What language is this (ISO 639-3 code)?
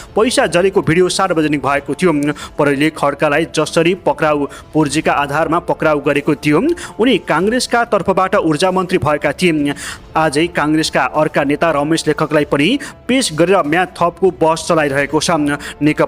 nep